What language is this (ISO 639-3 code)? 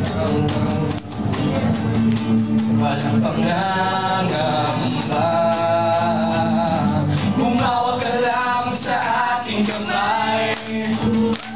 fil